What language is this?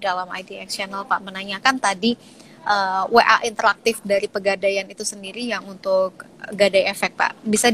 Indonesian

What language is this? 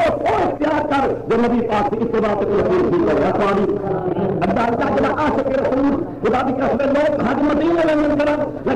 Saraiki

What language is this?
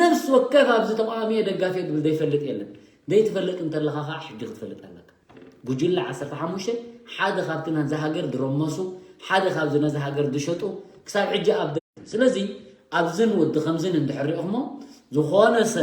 Tigrinya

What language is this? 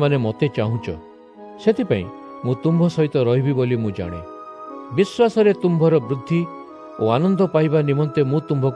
Odia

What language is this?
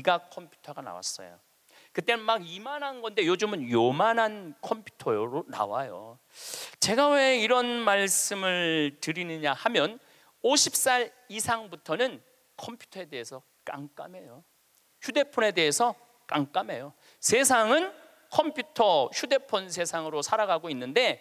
Korean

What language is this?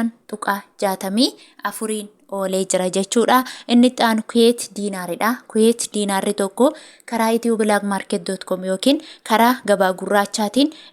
Oromo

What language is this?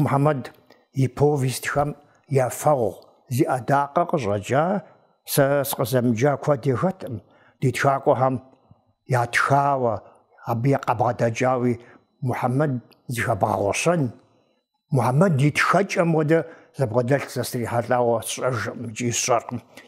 Kabardian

